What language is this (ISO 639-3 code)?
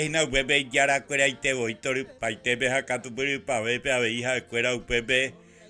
grn